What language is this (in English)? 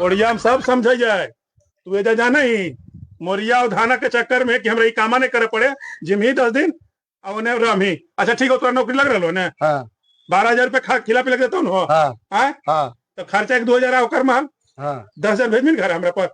Magahi